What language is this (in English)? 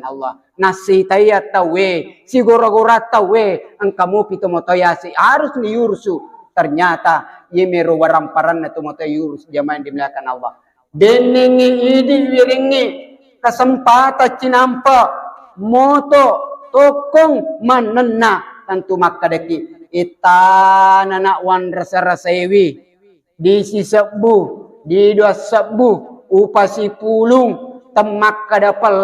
Buginese